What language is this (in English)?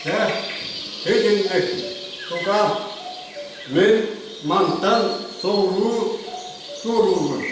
Yakut